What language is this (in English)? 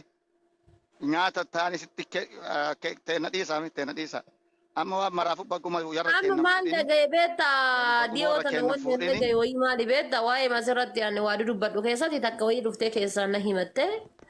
Oromo